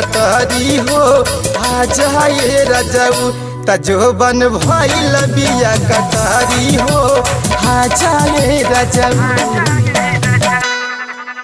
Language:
Bhojpuri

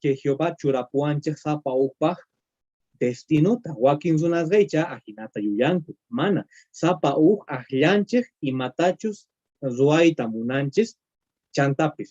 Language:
Quechua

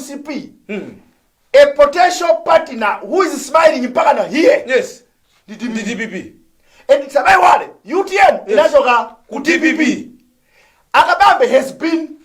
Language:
Nyanja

